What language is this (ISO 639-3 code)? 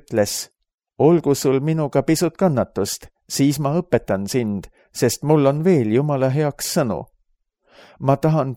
est